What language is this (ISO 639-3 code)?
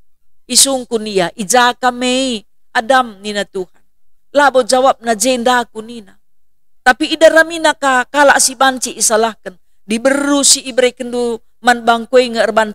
btx